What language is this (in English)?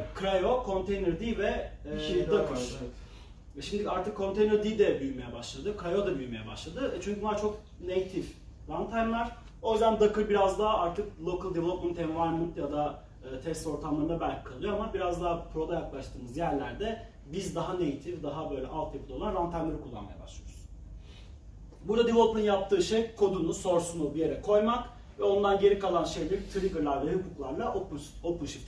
Turkish